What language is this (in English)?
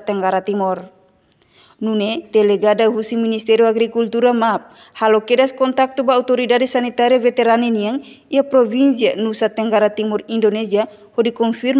Tetum